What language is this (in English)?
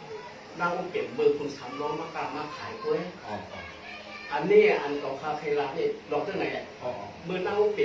Shan